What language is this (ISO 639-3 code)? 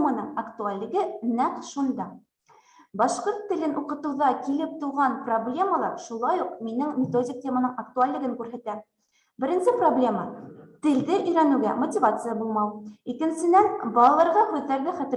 bak